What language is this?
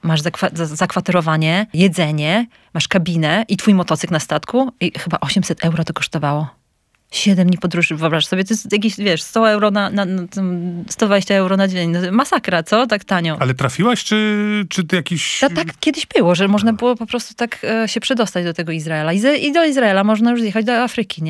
Polish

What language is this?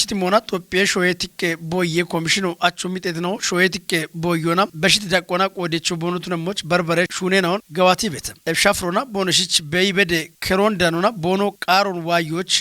Kafa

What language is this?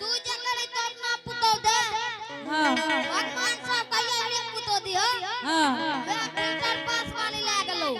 Angika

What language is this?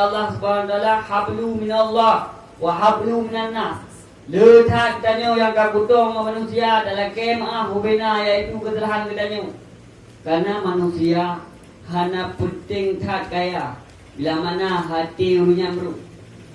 Achinese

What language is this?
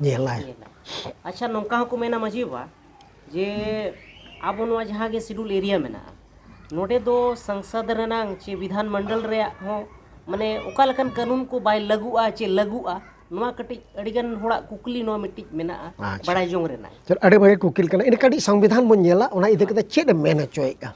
Santali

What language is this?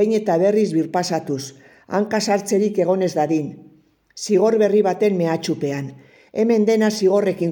Basque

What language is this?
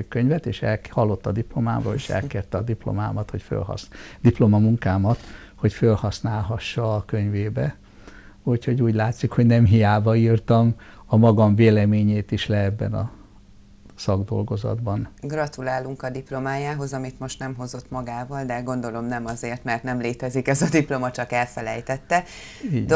Hungarian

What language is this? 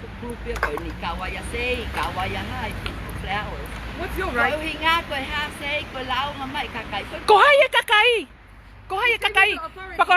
Tongan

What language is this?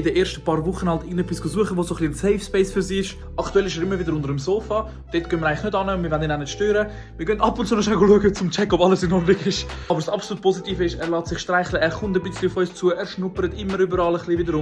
Swiss German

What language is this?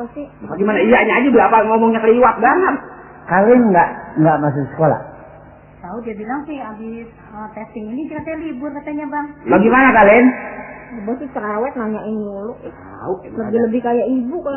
Betawi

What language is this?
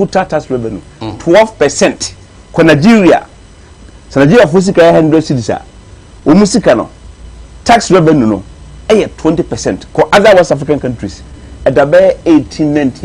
Akan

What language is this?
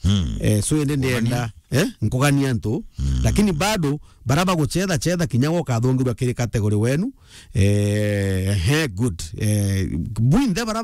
Meru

